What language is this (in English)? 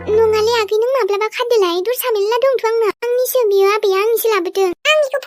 Bodo